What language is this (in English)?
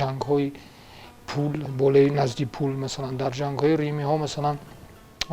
Tajik